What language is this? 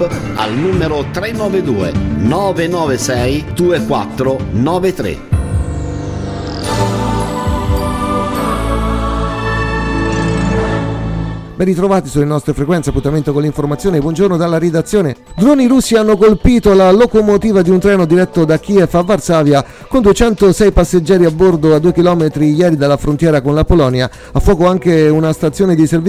Italian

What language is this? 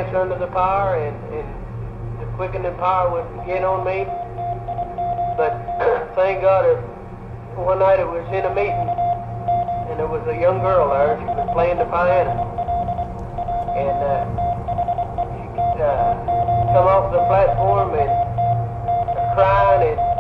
English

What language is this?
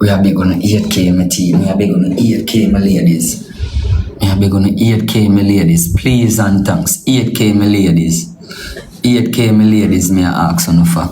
Jamaican Creole English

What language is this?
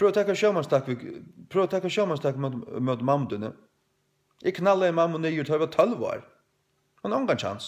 Faroese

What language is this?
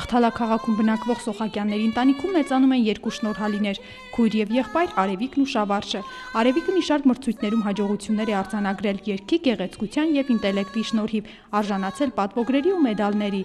Armenian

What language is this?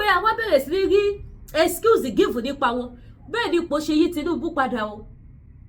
Yoruba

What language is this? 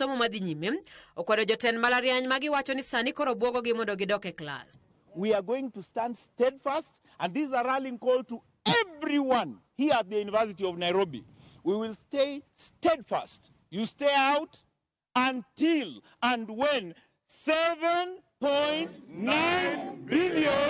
Luo (Kenya and Tanzania)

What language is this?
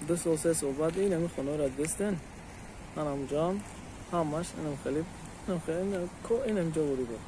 Tajik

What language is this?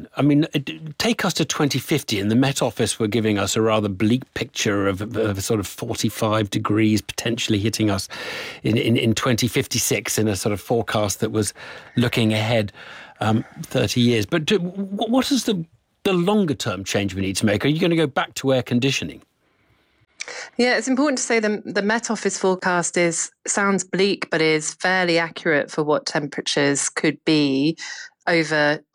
English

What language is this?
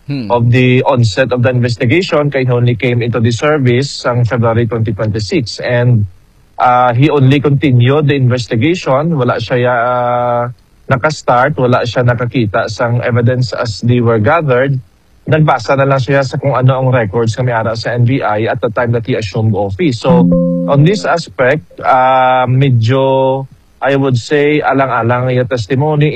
Hiligaynon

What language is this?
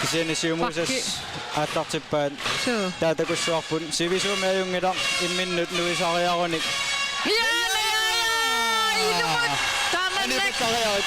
Kalaallisut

